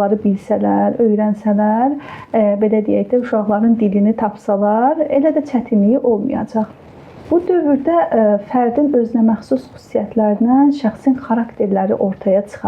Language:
Azerbaijani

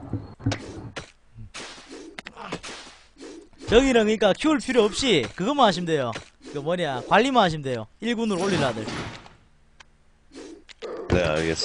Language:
Korean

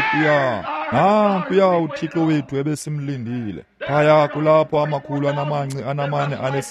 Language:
Xhosa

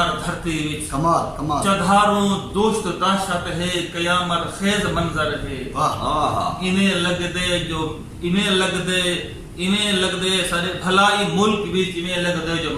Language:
Saraiki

